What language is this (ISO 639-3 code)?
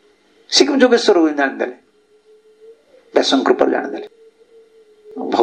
ori